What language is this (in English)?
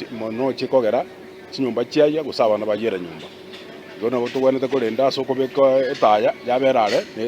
Gusii